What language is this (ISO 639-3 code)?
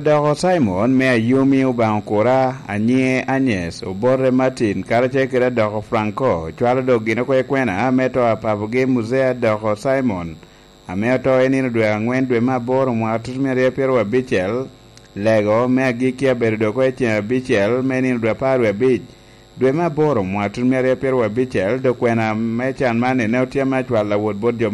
laj